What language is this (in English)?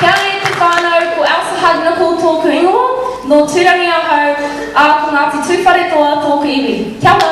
Māori